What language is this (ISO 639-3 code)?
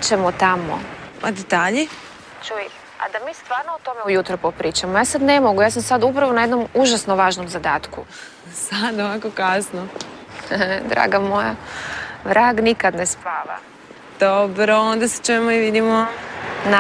hrv